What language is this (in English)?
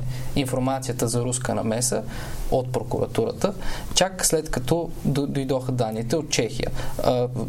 Bulgarian